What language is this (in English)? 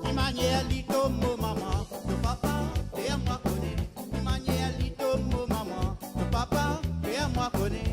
Morisyen